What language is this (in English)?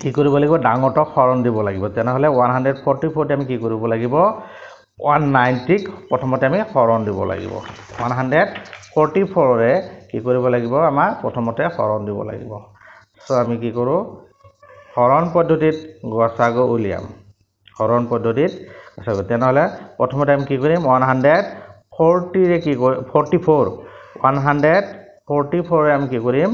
Assamese